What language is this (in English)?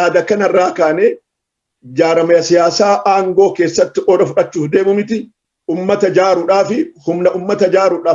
Oromo